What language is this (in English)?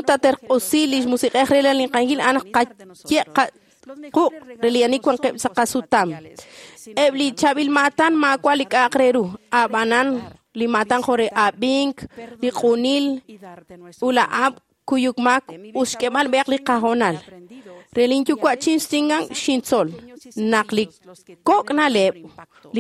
Kekchí